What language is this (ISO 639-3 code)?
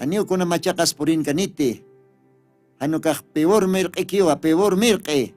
aym